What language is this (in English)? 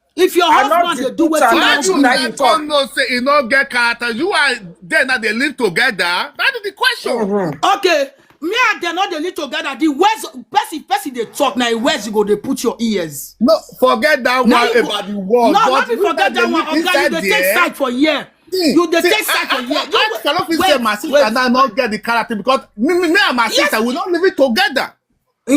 Nigerian Pidgin